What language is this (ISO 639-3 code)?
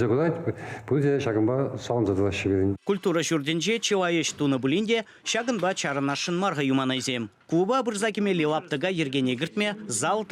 chv